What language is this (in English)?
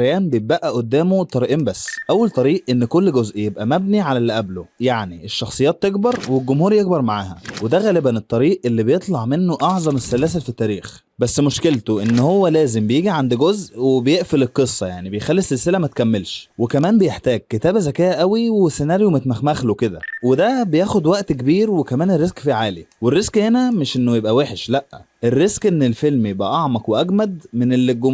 Egyptian Arabic